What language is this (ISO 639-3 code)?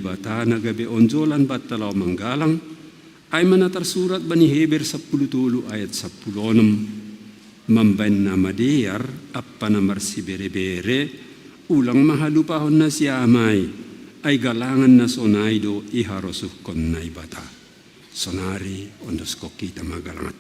bts